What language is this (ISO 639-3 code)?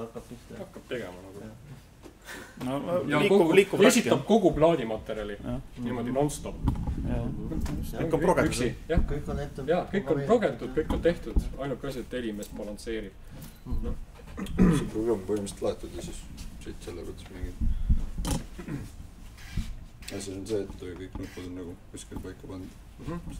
est